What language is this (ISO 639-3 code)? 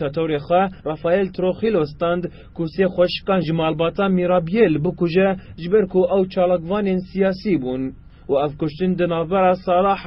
kur